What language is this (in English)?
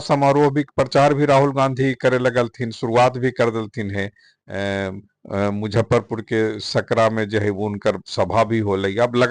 Magahi